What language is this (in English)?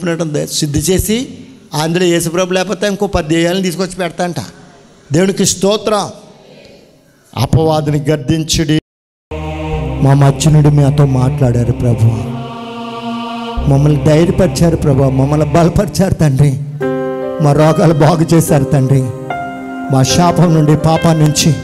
Telugu